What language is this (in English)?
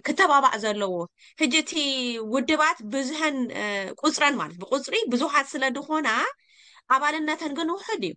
Tigrinya